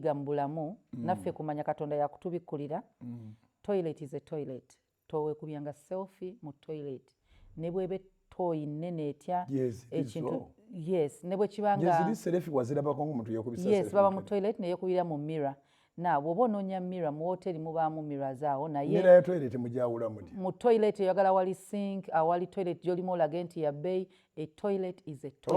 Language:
Ganda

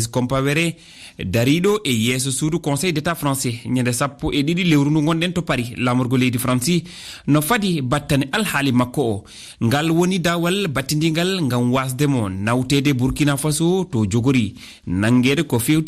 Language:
Fula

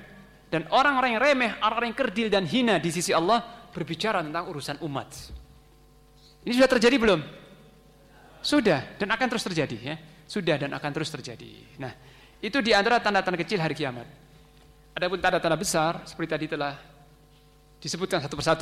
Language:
Indonesian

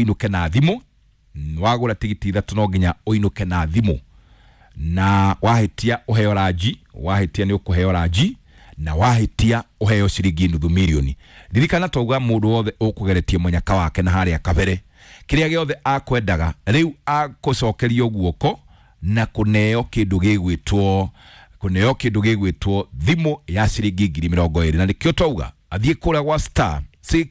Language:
Kikuyu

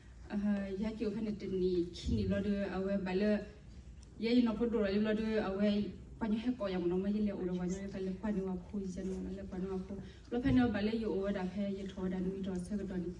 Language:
S'gaw Karen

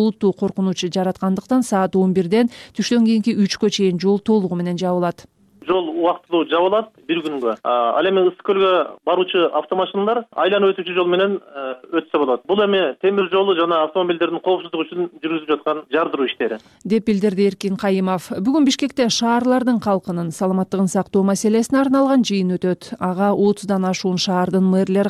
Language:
Kyrgyz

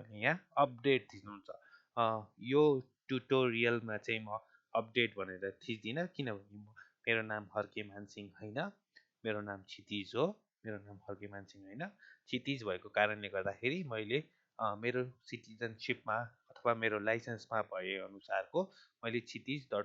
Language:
Nepali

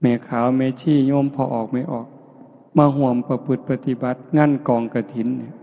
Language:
Northeastern Thai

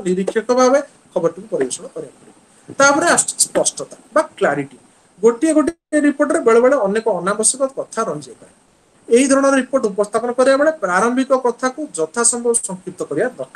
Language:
Odia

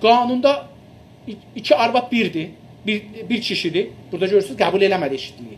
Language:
South Azerbaijani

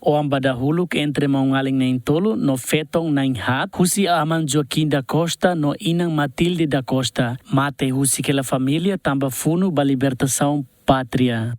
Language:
Tetum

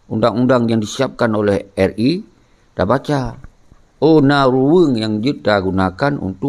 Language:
Achinese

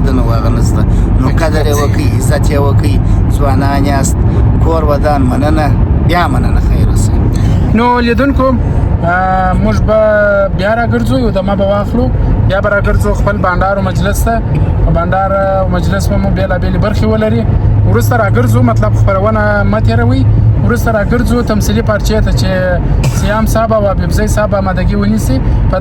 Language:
Pashto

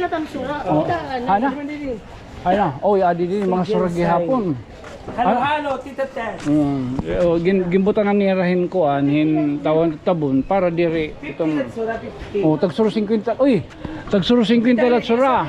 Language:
Waray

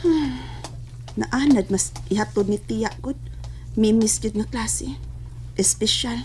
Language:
Cebuano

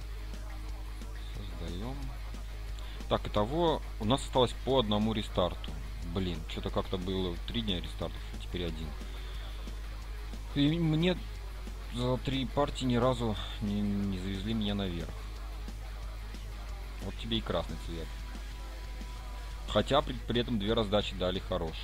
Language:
Russian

